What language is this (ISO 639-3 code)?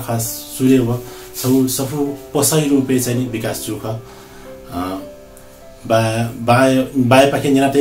new